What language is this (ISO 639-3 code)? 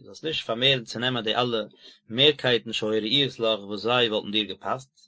yid